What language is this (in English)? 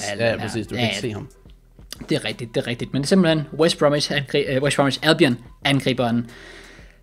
Danish